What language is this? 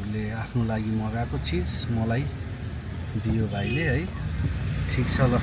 Nepali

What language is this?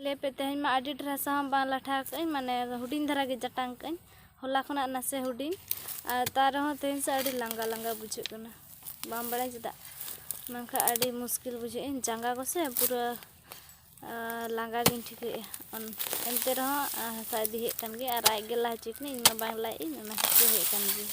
Santali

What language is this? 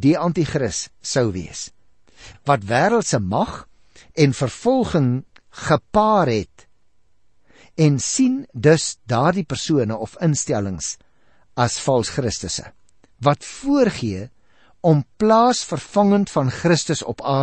Afrikaans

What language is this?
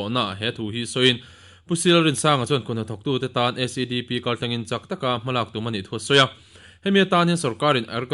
Mizo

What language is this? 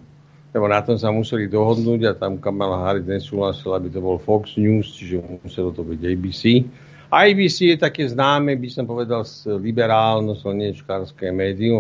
Slovak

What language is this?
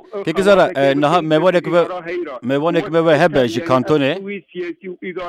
Kurdish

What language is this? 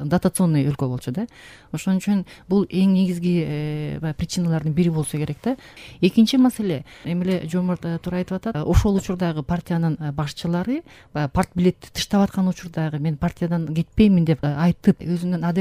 Kyrgyz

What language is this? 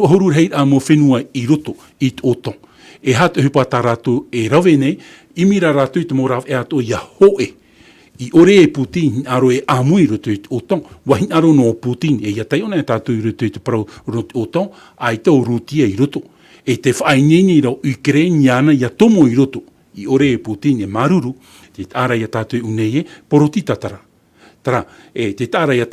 Tahitian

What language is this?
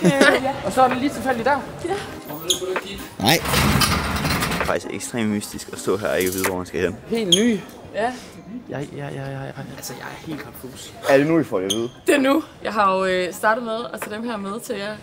Danish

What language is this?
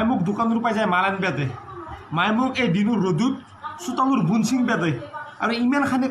Assamese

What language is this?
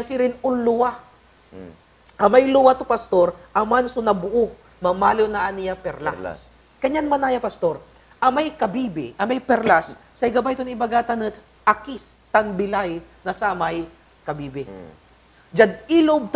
Pangasinan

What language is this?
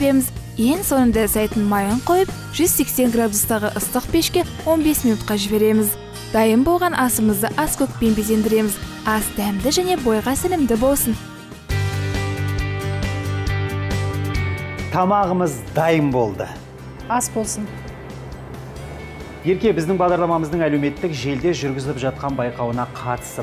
Kazakh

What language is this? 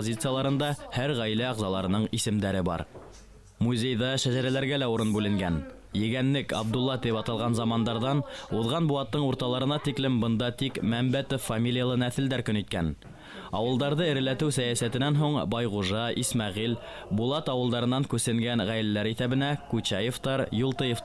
Bashkir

